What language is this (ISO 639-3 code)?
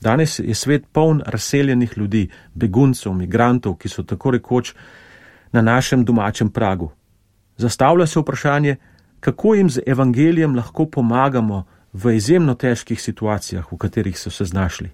slv